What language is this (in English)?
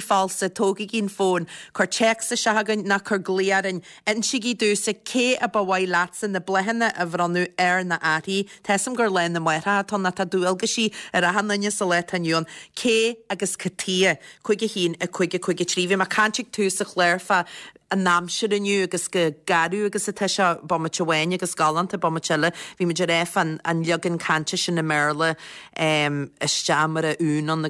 Irish